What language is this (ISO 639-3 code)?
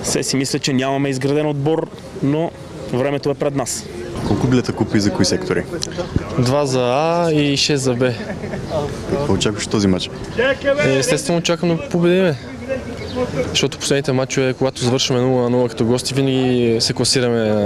bul